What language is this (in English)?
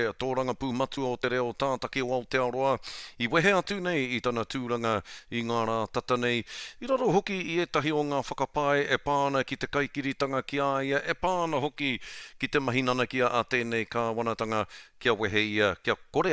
Māori